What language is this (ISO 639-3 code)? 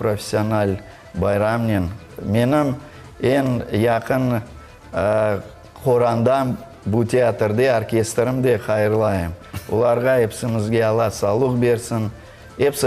crh